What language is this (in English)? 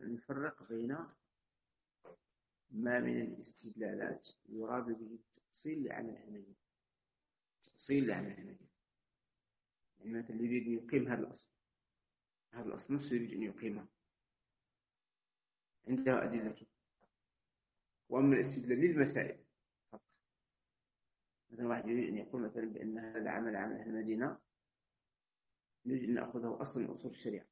Arabic